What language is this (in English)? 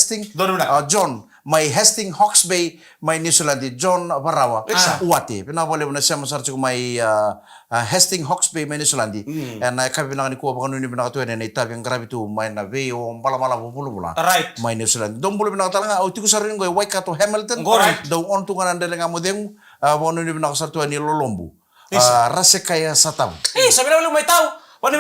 Fijian